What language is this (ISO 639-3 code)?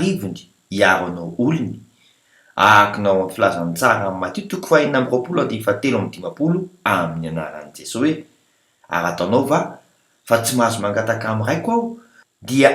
mlg